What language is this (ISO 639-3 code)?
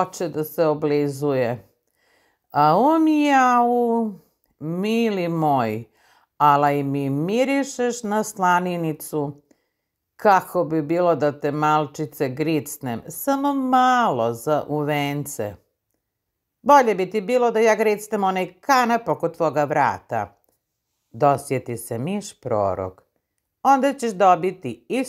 srp